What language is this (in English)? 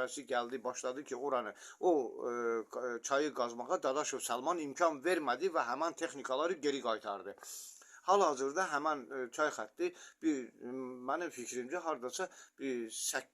Azerbaijani